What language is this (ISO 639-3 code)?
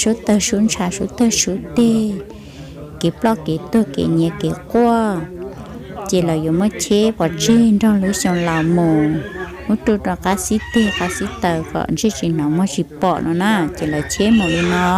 hmn